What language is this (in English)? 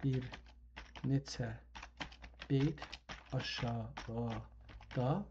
South Azerbaijani